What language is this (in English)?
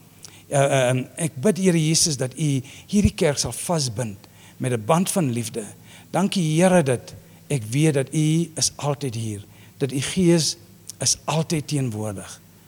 Afrikaans